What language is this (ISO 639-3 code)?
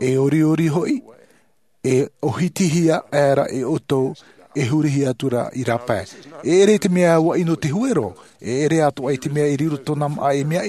tah